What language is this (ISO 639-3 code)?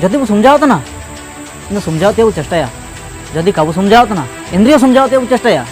hoc